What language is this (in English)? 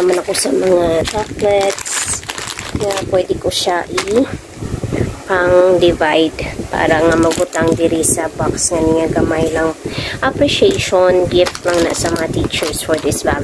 Hiligaynon